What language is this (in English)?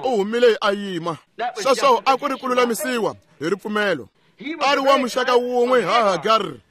Tsonga